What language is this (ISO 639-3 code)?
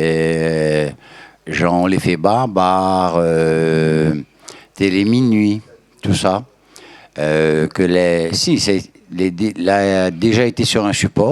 rcf